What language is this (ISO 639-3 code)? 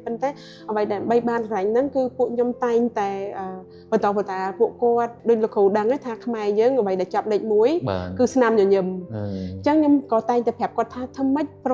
khm